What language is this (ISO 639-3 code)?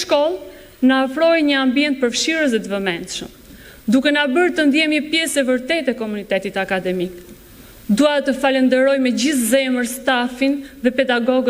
sqi